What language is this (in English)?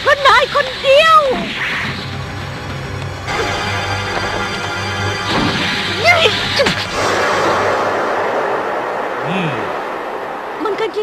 Thai